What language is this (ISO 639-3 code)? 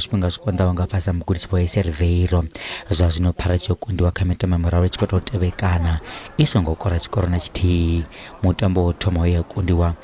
ven